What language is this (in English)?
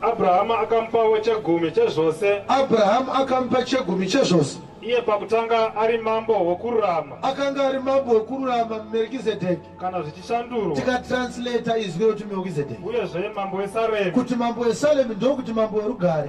Shona